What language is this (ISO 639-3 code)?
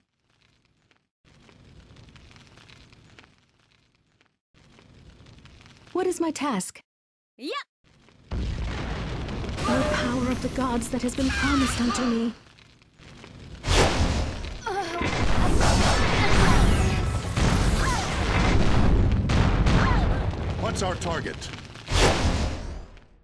eng